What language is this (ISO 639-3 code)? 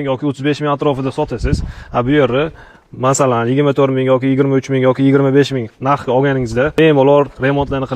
uzb